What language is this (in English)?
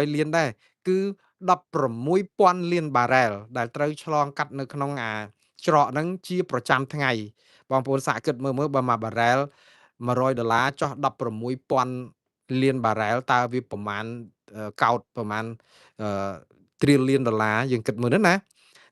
Khmer